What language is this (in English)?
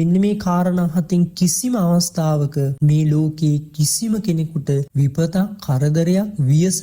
Sinhala